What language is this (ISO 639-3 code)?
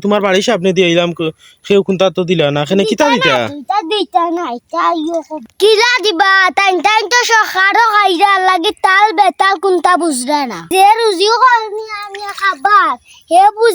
syl